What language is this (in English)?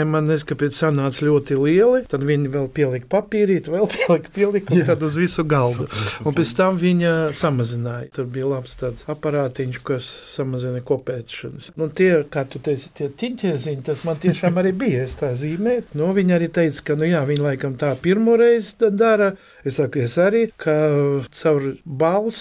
Latvian